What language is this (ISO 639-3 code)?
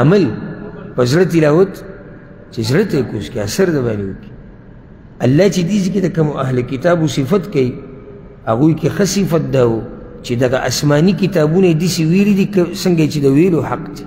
pus